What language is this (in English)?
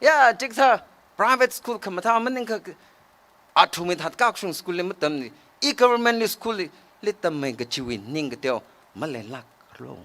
Tangkhul Naga (India)